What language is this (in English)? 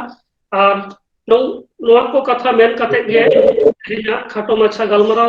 Santali